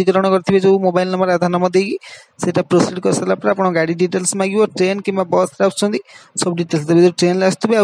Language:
Odia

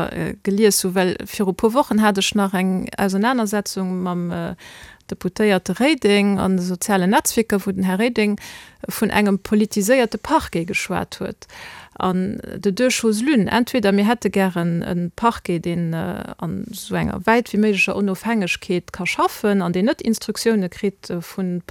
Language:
Luxembourgish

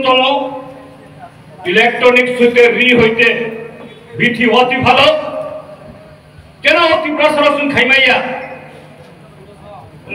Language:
Bangla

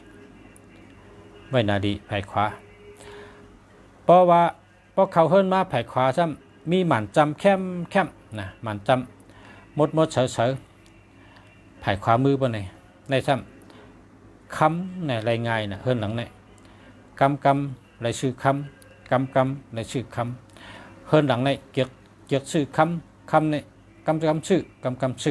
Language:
Shan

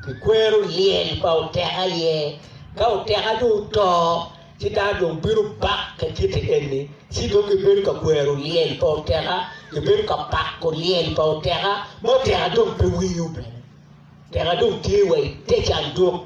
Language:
Acoli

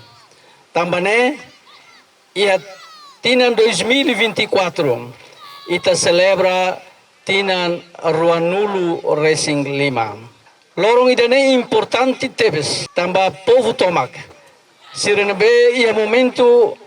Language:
Tetum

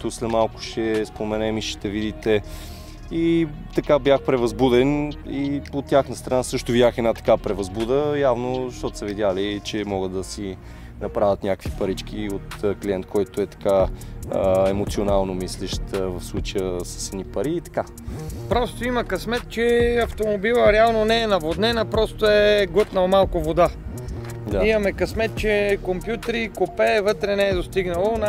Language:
Bulgarian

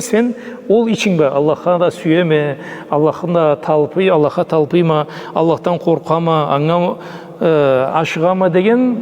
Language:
Karachay-Balkar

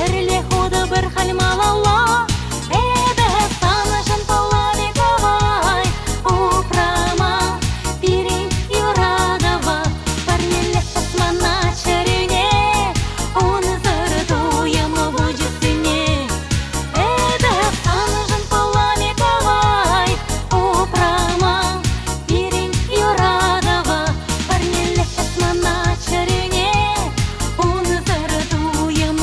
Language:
Chuvash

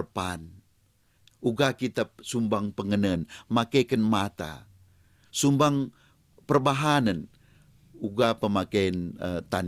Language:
Batak Karo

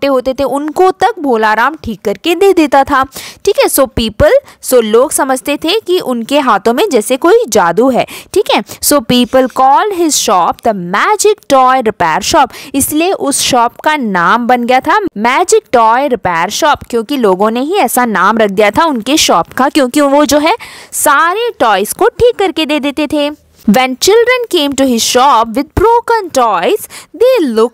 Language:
Hindi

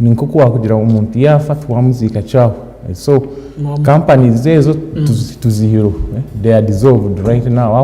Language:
Nyankole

